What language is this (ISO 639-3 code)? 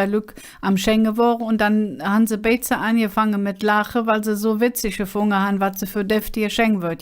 ksh